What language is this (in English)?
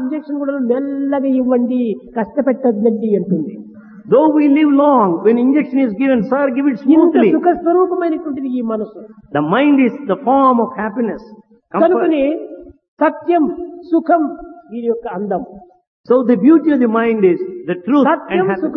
Telugu